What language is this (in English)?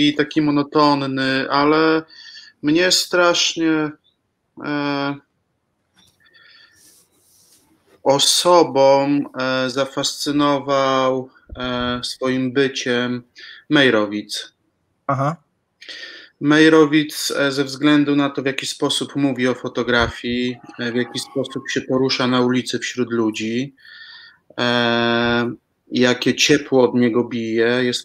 Polish